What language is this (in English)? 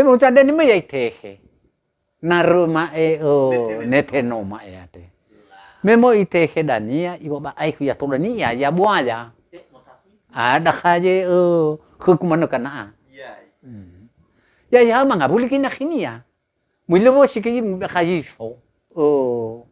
Nias